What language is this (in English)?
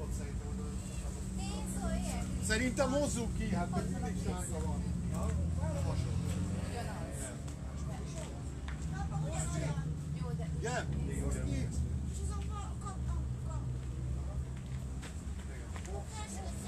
Hungarian